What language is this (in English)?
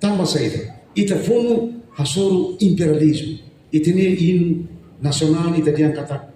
Tetum